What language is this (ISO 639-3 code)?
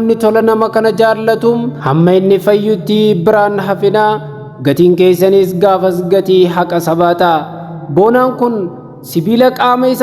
orm